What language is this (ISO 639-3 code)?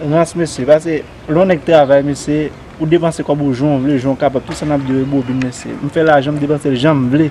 hat